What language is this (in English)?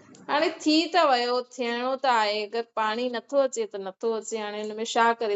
Sindhi